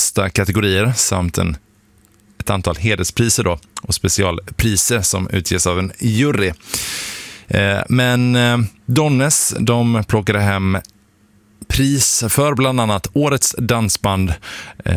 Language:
Swedish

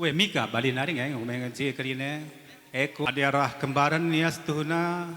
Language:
Batak Karo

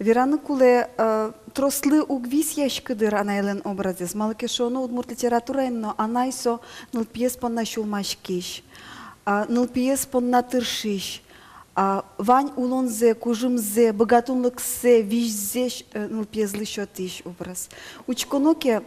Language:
Udmurt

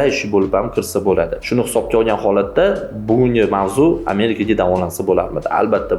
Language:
Uzbek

